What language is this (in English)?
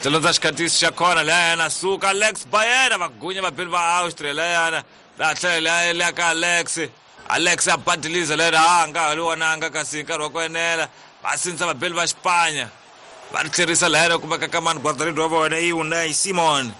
Tsonga